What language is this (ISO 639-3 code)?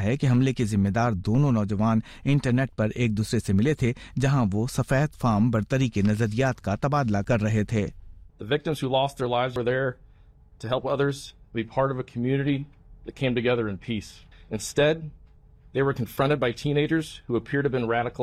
urd